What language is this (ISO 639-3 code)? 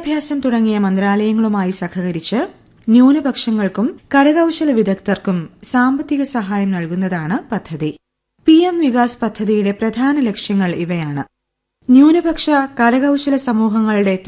mal